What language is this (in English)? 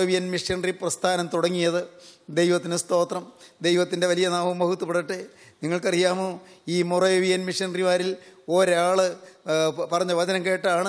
Malayalam